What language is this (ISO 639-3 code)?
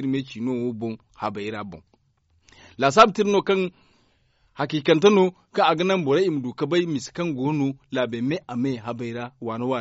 dje